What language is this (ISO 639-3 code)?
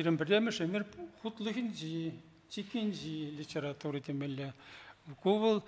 chv